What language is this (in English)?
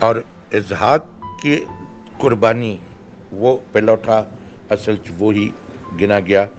Urdu